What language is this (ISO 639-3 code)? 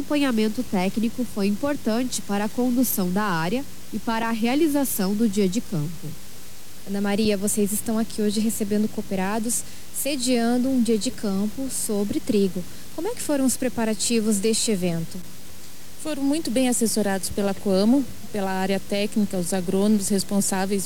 por